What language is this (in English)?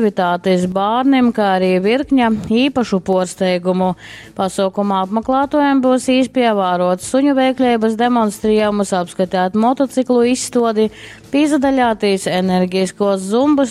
Latgalian